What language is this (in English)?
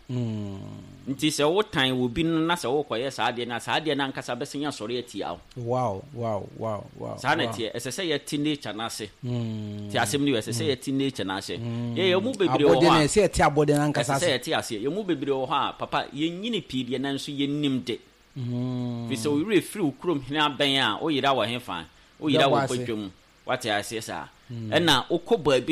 Akan